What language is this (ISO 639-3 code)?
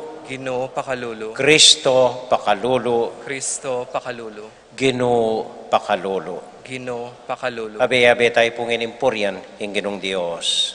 pam